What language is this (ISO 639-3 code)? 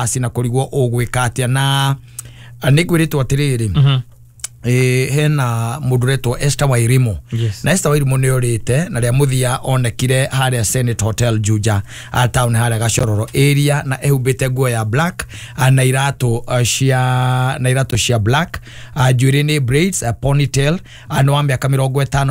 kik